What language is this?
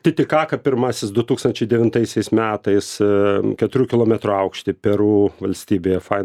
Lithuanian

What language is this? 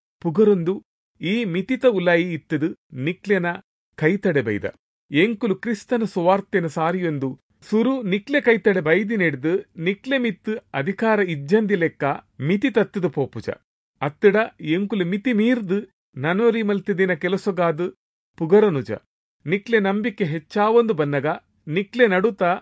Tulu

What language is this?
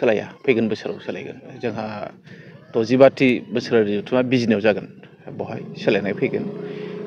Bodo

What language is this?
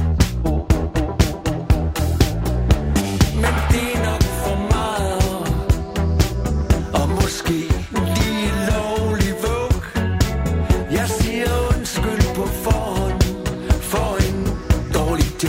Danish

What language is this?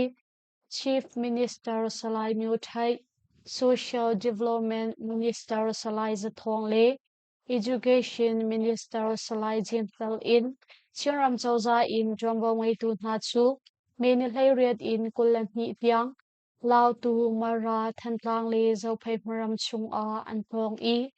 Hakha Chin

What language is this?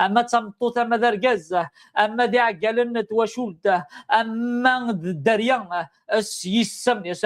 Kabyle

